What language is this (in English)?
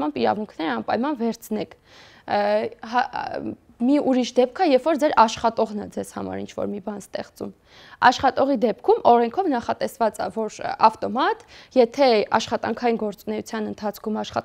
Armenian